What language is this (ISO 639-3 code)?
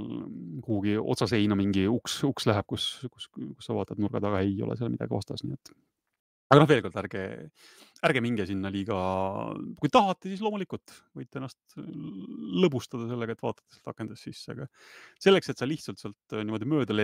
est